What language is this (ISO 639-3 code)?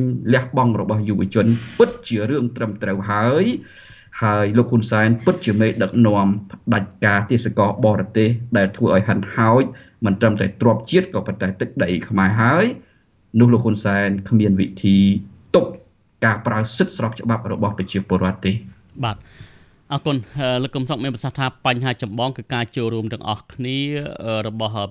khm